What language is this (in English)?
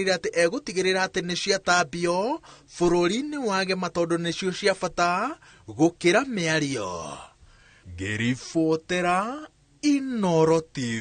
Kikuyu